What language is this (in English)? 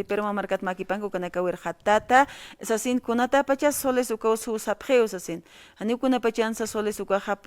Aymara